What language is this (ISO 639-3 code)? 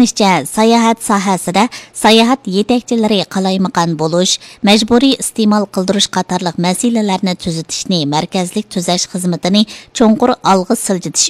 uig